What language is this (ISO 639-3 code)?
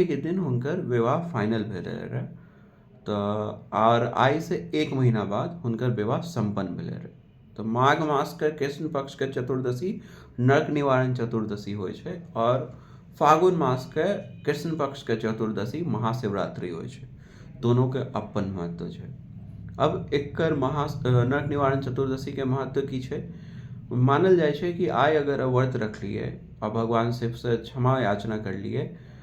mai